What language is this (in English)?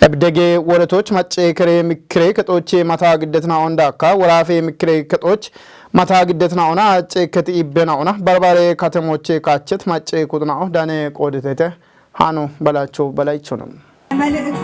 Kafa